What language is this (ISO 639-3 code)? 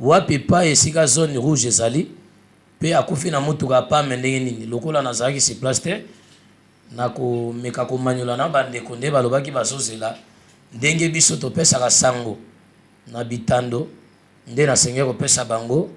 lin